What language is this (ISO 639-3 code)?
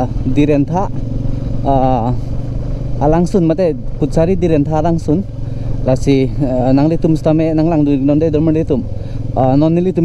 mjw